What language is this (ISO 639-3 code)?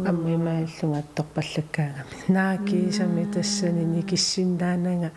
kal